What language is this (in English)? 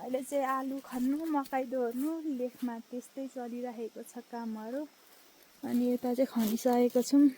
Nepali